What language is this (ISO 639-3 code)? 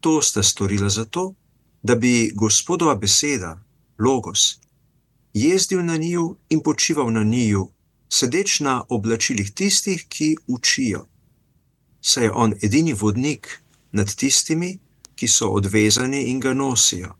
slv